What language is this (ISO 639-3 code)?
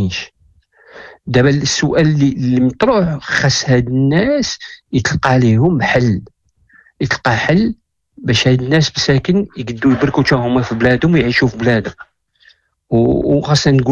ary